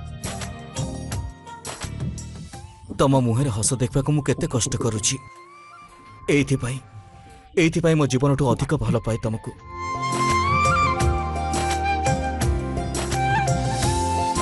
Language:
Odia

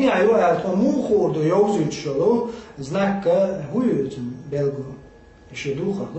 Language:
Chechen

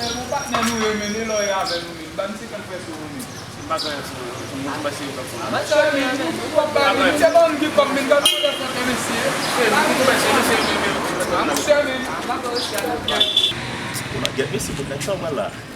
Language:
Haitian Creole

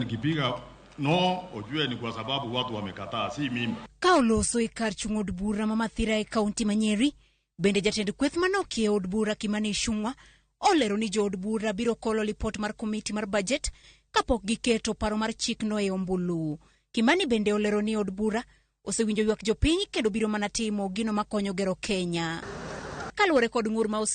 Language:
Luo (Kenya and Tanzania)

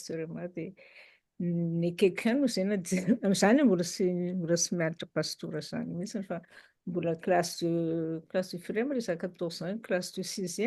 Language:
Malagasy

